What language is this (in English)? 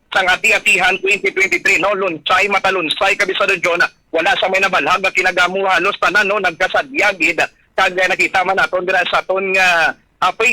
Hiligaynon